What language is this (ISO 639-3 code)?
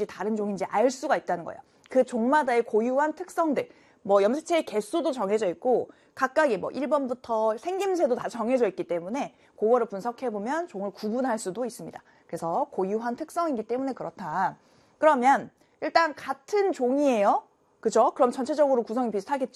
kor